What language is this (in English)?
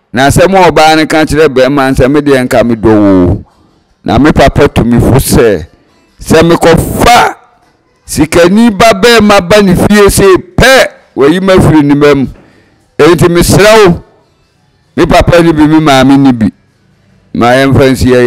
Akan